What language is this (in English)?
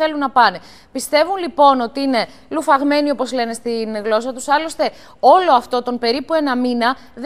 Greek